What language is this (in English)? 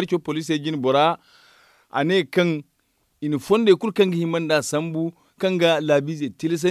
Zarma